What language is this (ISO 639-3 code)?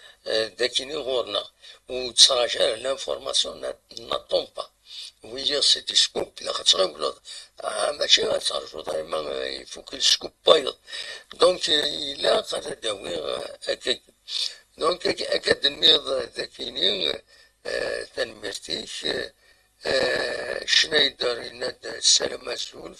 kab